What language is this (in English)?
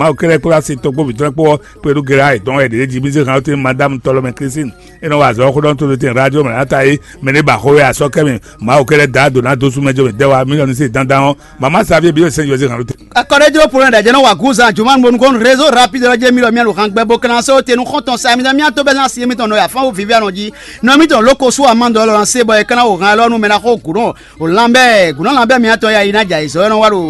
Fon